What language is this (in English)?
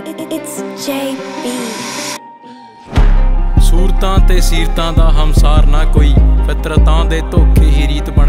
Punjabi